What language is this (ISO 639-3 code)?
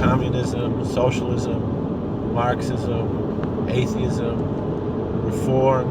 yid